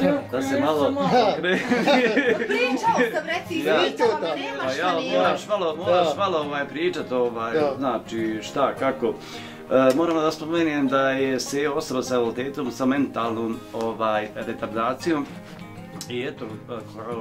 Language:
Bosnian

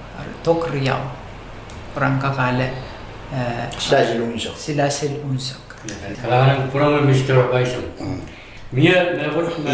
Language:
Pohnpeian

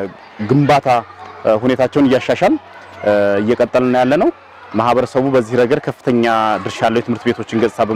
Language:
Amharic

